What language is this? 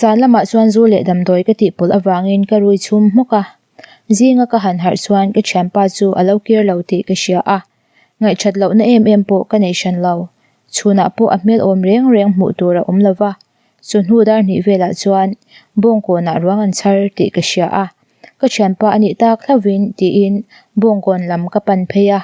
Mizo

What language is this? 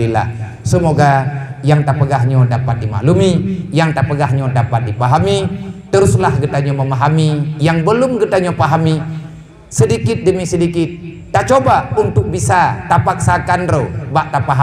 Achinese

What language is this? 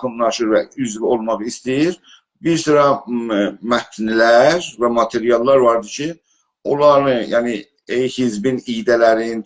South Azerbaijani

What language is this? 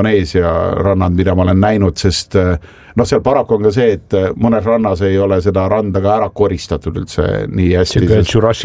Estonian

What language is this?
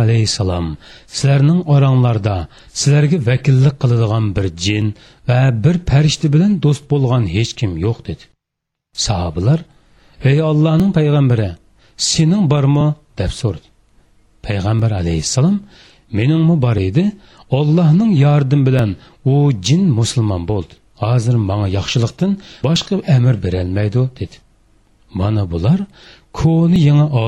Uyghur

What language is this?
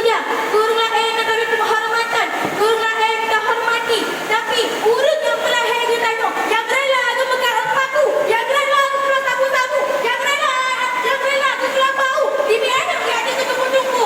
Achinese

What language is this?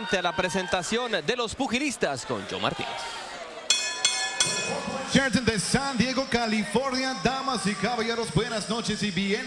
Spanish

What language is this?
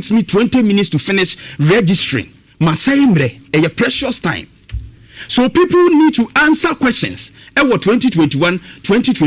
Akan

